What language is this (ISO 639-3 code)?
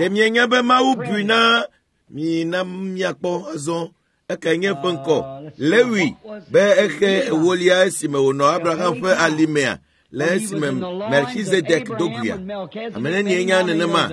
ewe